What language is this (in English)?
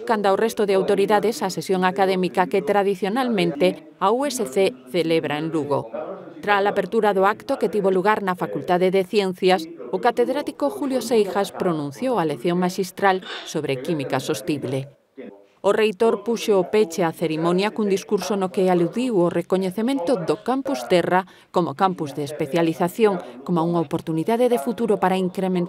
Galician